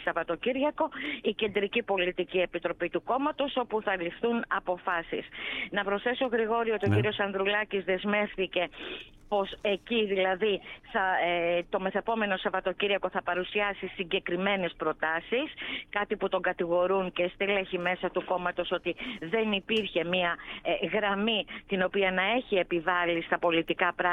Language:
Greek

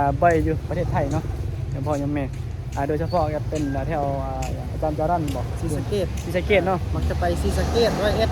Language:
Northeastern Thai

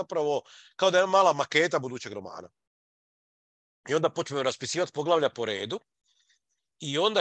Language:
Croatian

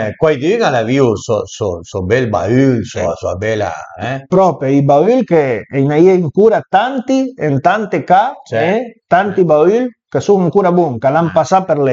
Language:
Piedmontese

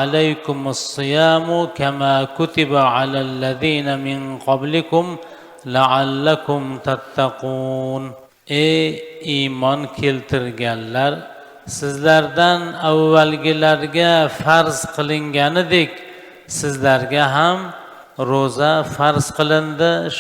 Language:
Uzbek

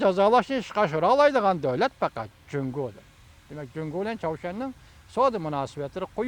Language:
Uyghur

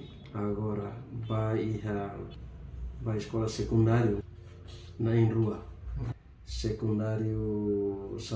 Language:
Tetum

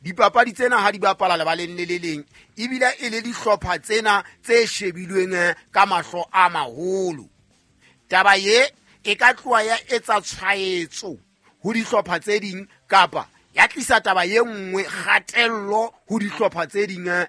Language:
Southern Sotho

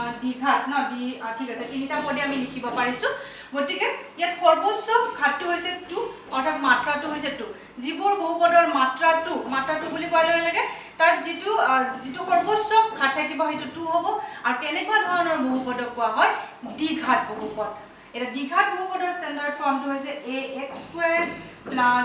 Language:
Assamese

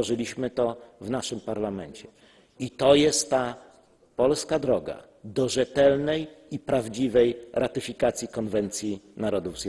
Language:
Polish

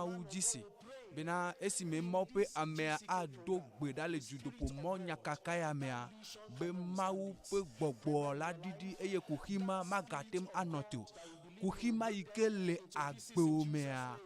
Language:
Ewe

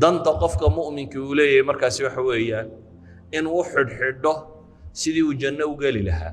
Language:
Somali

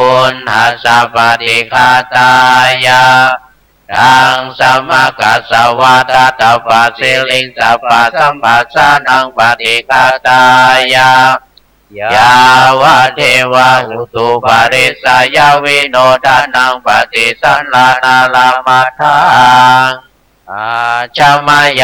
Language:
Pali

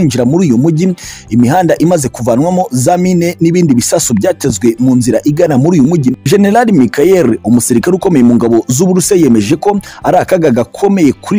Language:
Kinyarwanda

